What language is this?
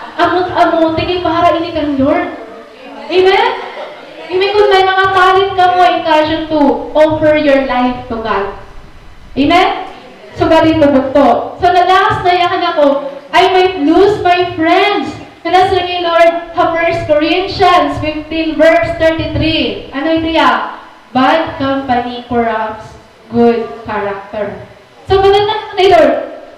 Waray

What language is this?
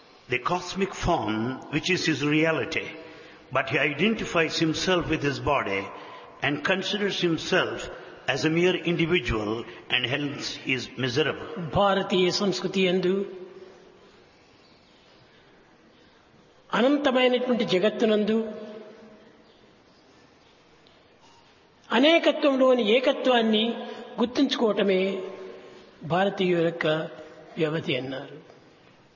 Telugu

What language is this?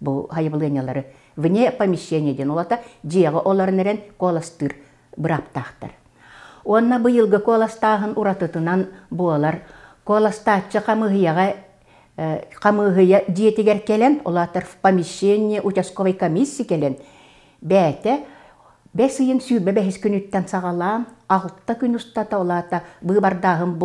Yakut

